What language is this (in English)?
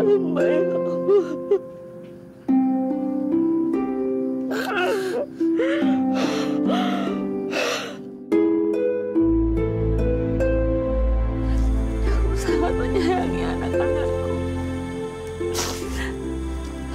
Indonesian